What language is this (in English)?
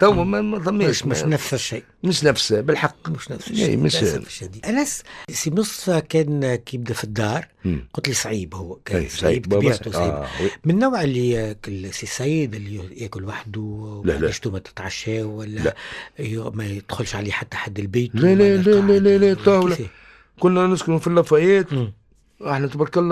Tunisian Arabic